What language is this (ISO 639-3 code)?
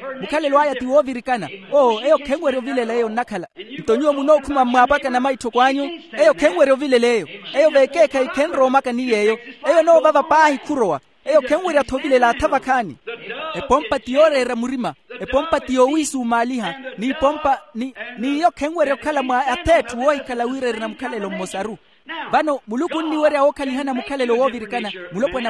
vmw